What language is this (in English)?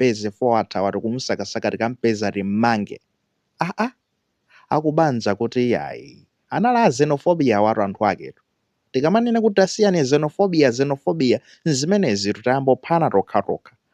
Nyanja